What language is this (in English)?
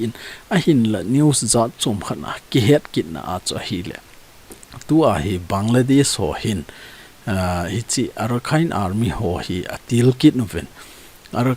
Thado Chin